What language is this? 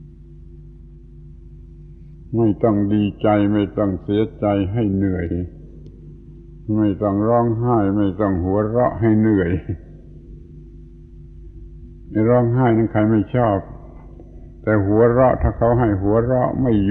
Thai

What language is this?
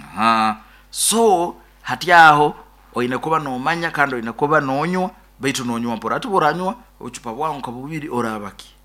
Nyoro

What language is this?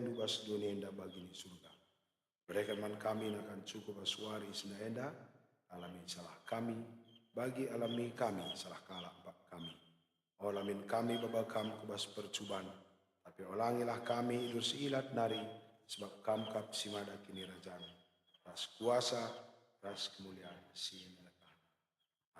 Batak Karo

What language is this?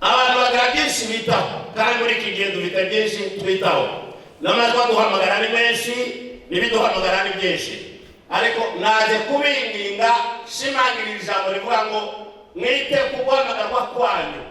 Kinyarwanda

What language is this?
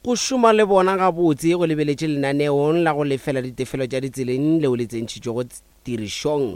Northern Sotho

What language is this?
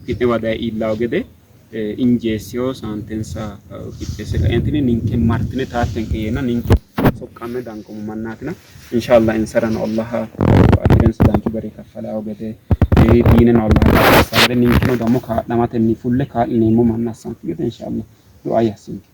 Sidamo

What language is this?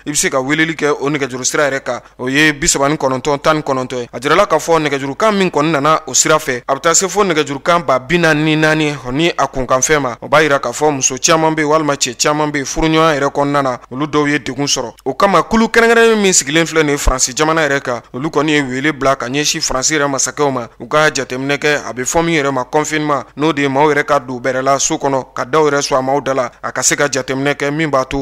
Bambara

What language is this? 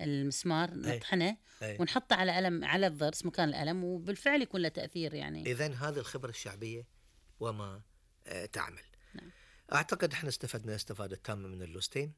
Gulf Arabic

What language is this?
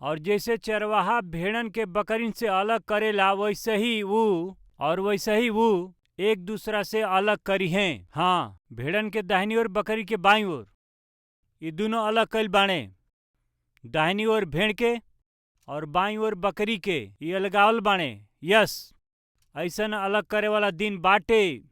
Bhojpuri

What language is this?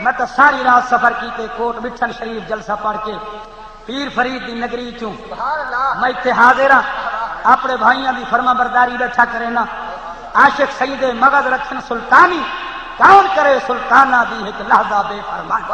Saraiki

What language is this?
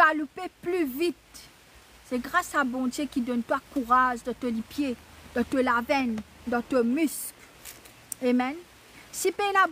Morisyen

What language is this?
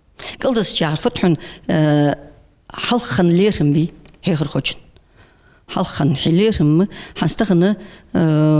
Ingush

